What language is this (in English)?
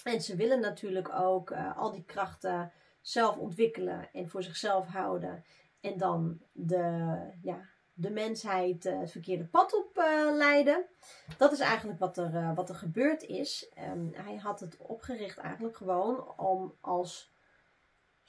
Dutch